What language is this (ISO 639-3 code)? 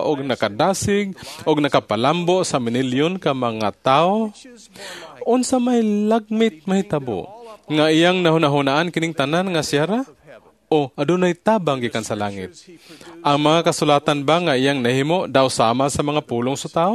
ceb